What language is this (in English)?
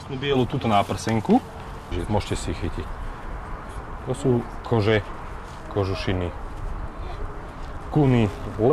Slovak